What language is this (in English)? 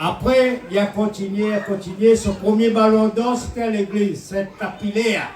Réunion Creole French